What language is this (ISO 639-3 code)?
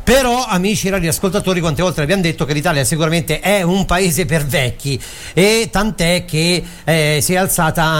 ita